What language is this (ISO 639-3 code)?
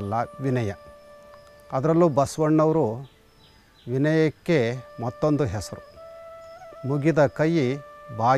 kan